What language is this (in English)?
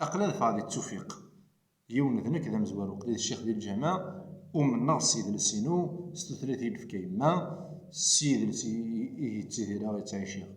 Kabyle